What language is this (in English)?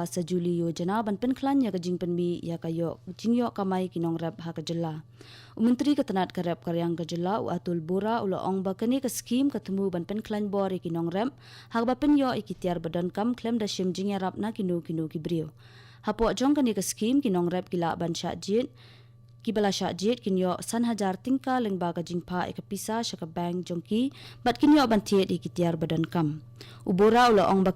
Khasi